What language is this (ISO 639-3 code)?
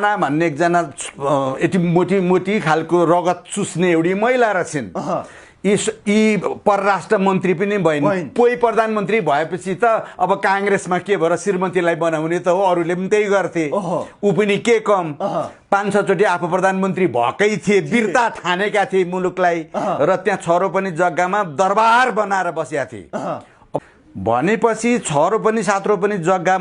nep